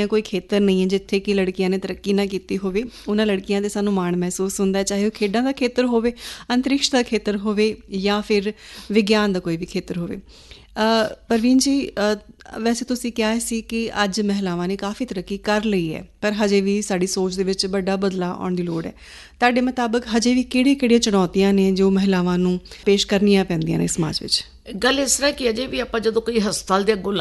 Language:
Punjabi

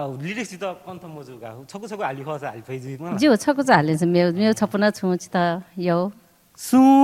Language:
Newari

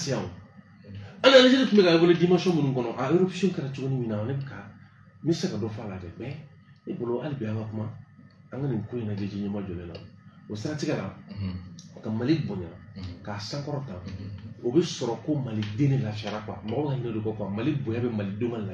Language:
Bambara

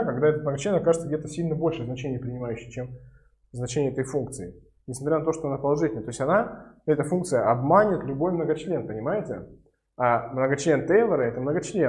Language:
Russian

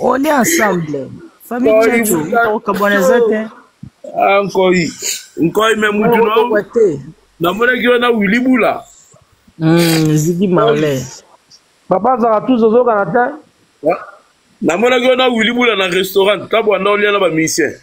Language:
Lingala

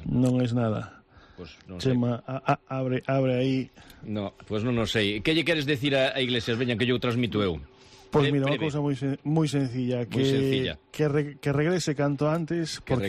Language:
Galician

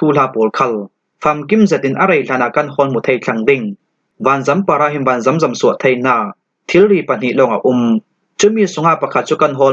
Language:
Falam Chin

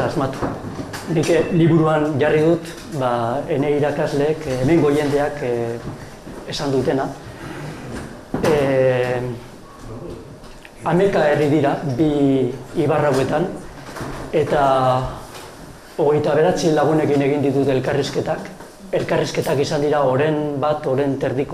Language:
Basque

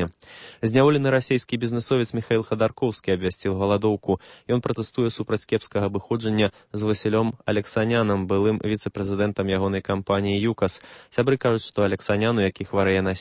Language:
Belarusian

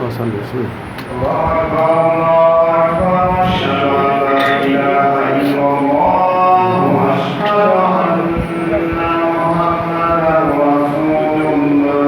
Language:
Pular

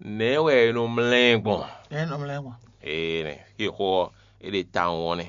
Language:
Fon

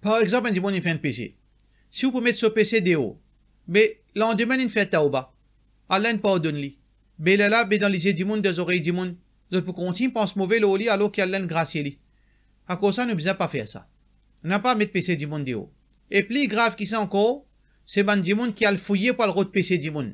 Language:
Morisyen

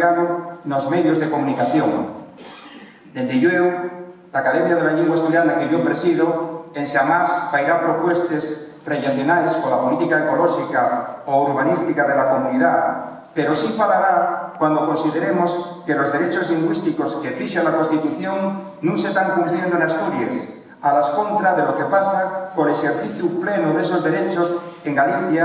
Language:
Asturian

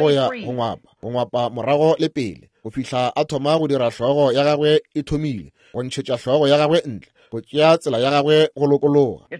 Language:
Northern Sotho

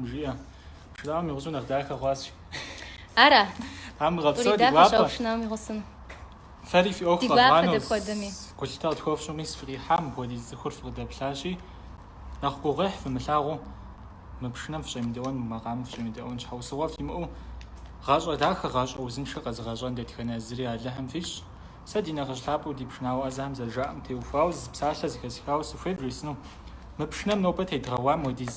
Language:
Kabardian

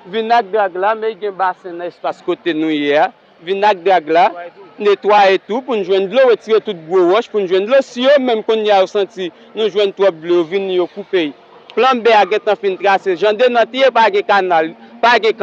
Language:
Haitian Creole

